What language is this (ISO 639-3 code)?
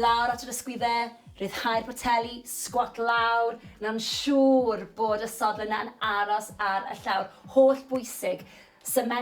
cym